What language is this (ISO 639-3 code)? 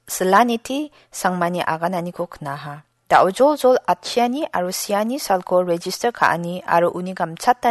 grt